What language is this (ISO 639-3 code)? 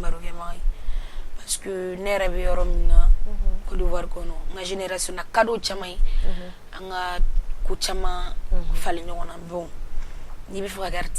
bam